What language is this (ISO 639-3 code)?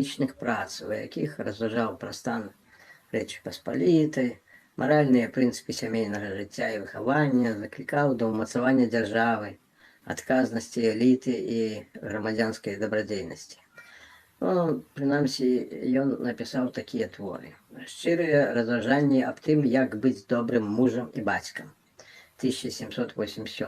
bel